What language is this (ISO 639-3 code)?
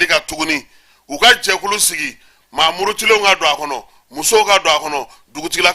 bam